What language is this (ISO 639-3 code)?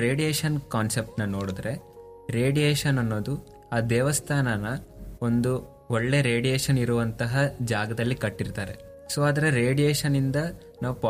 kan